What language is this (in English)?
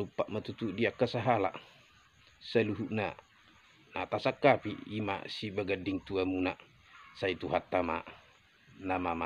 Batak Toba